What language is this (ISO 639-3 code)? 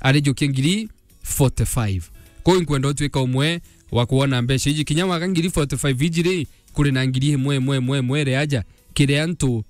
mer